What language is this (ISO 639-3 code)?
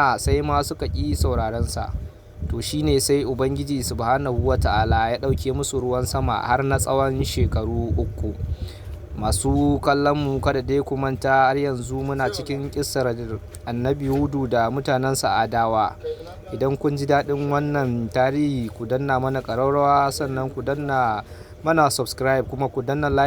hau